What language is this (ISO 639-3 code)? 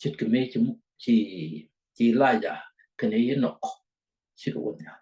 nus